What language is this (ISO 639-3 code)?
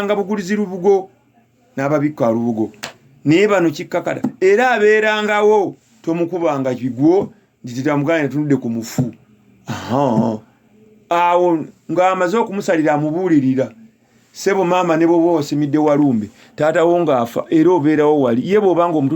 lug